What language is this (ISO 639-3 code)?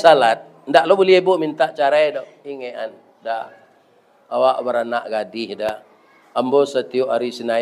min